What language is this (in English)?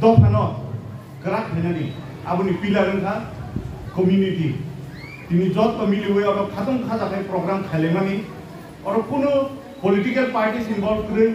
Kok Borok